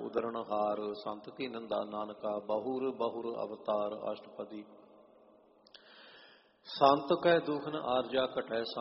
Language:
Punjabi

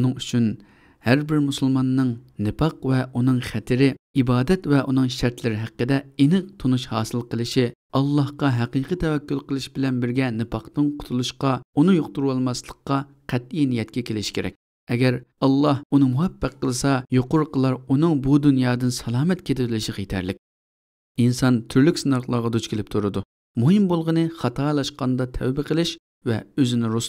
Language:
Uyghur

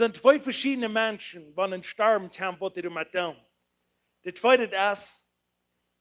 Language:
Plautdietsch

